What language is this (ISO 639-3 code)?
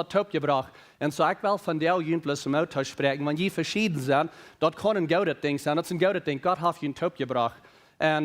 pdt